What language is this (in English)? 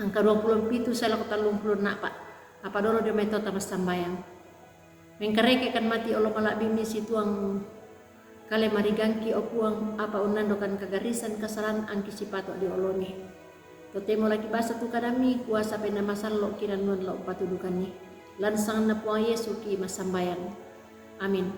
Toraja-Sa'dan